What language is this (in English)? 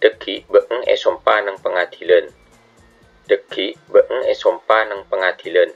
Madurese